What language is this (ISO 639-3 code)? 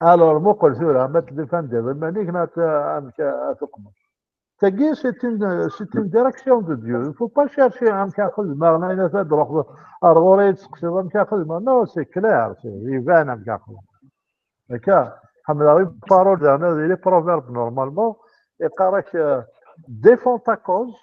kab